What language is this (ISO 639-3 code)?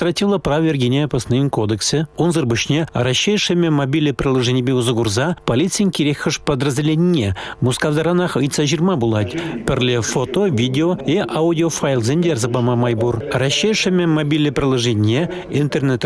chv